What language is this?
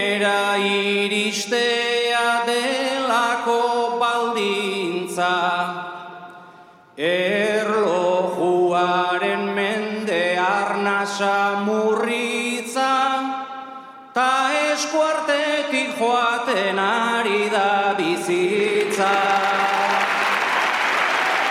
Basque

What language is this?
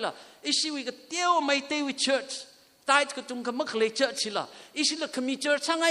Tangkhul Naga (India)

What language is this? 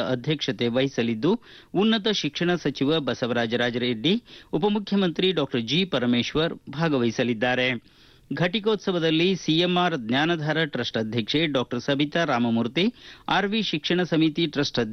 Kannada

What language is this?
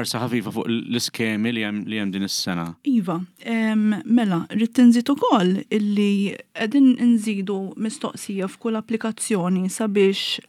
Maltese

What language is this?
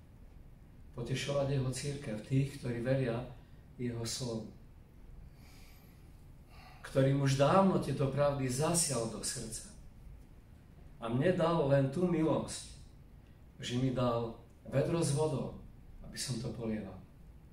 Slovak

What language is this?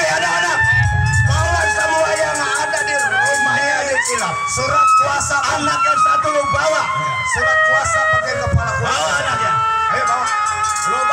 Betawi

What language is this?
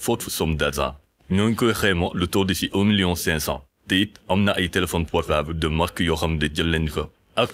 Wolof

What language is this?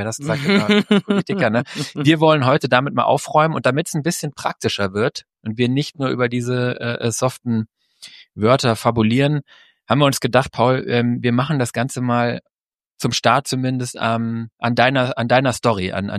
German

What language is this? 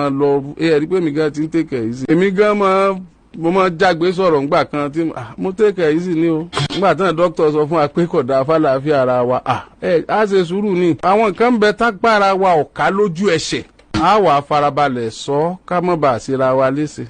Yoruba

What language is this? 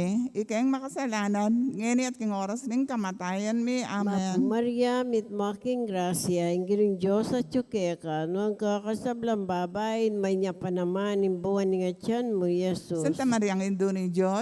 Pampanga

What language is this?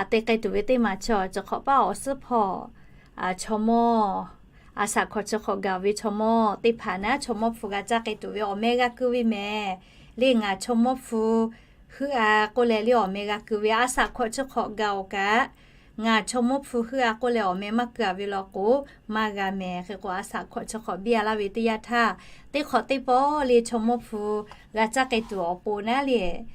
Lahu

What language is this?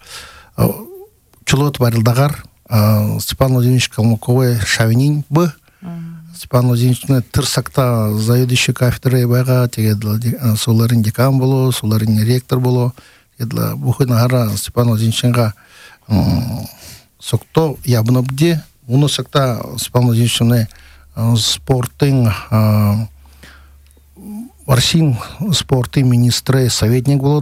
Buriat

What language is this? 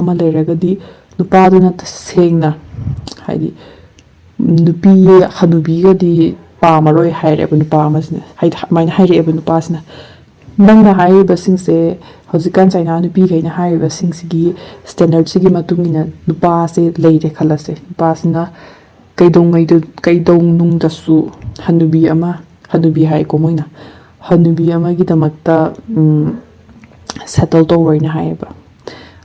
Manipuri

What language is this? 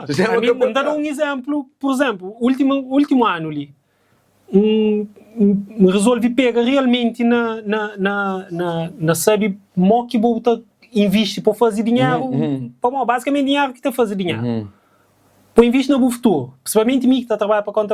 Kabuverdianu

